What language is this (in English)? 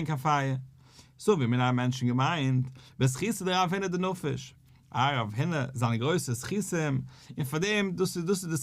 Yiddish